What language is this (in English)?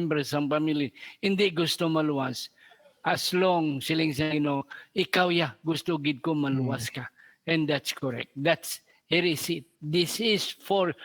Hiligaynon